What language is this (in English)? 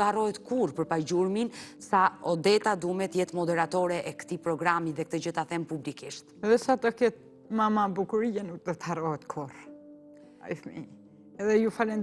Albanian